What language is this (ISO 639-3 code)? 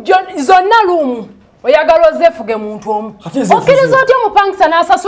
lug